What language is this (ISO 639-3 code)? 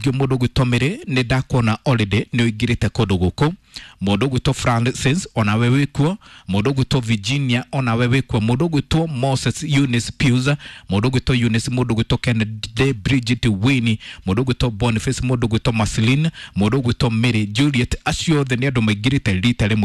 kik